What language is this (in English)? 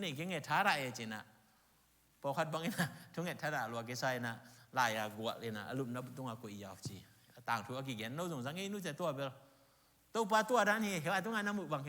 Tedim Chin